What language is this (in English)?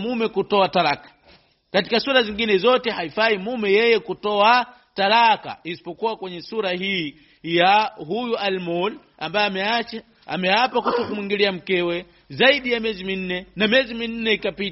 Swahili